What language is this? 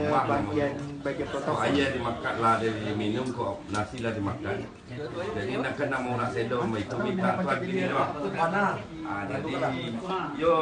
Minangkabau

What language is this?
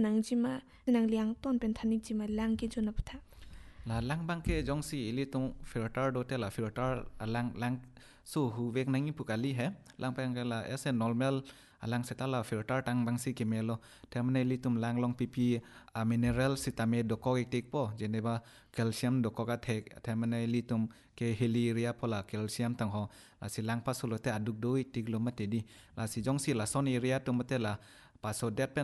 Karbi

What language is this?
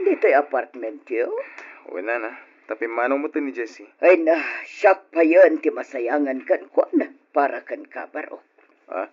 Iloko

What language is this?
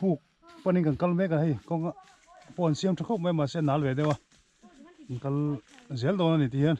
Mizo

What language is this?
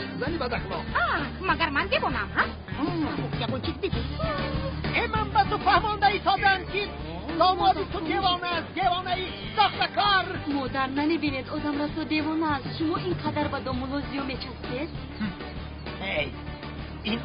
Tajik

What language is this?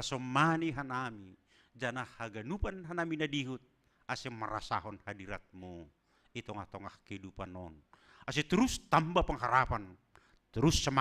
Batak Simalungun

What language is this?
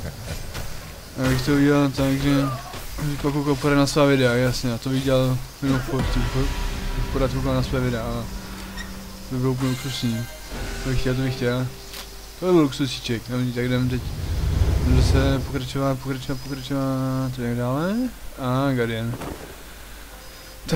Czech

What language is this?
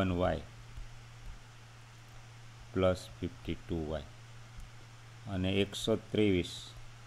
Gujarati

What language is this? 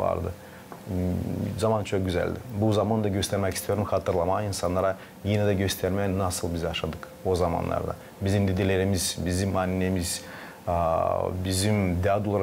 Gagauz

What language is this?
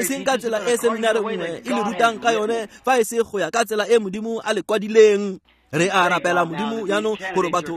Tswana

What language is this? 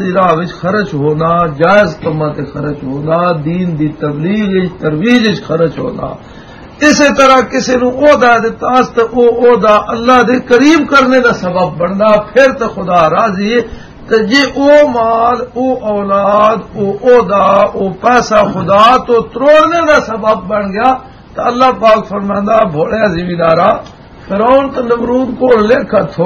Western Panjabi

